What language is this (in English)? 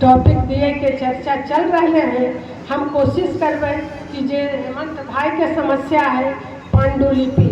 Magahi